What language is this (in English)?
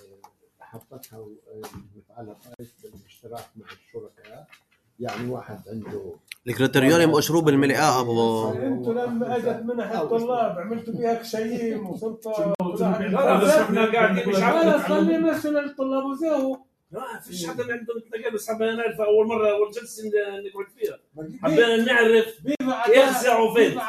North Levantine Arabic